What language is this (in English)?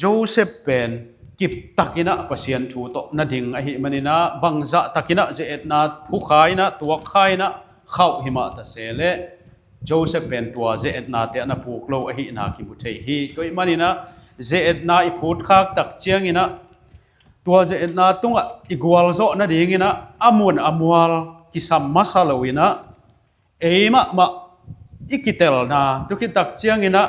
Tedim Chin